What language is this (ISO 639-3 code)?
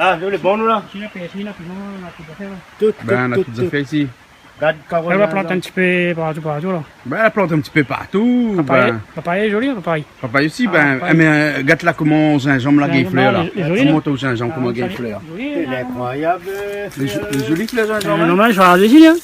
rcf